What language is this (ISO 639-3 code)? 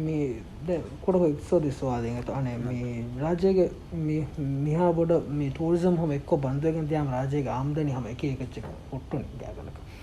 div